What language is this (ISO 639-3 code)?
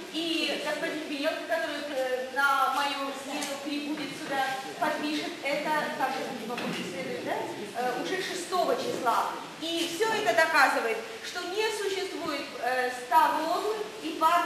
rus